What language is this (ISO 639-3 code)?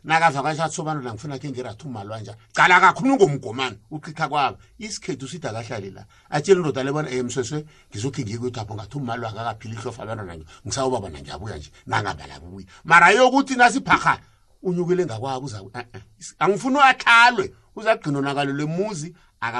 nbl